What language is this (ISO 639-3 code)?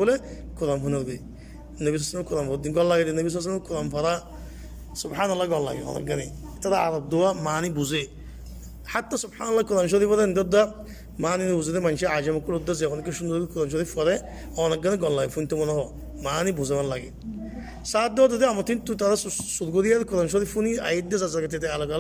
rhg